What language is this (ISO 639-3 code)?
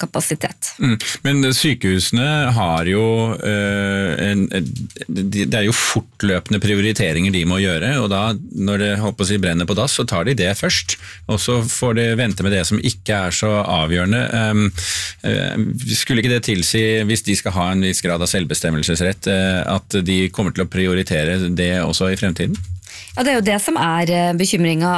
nor